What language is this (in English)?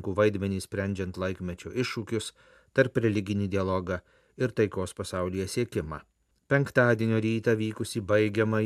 Lithuanian